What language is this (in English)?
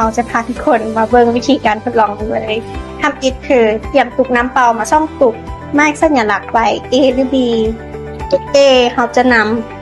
Lao